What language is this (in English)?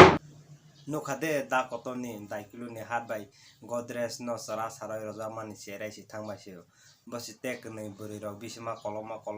Kok Borok